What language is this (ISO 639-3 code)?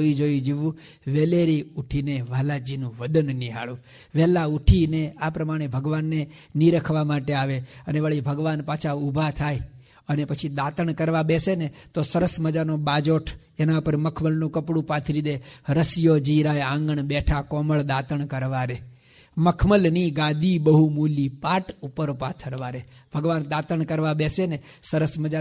guj